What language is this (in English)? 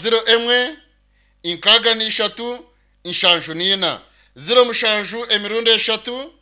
Nyankole